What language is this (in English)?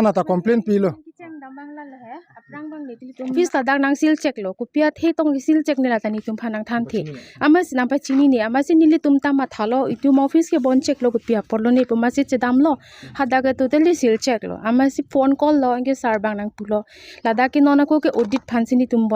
Karbi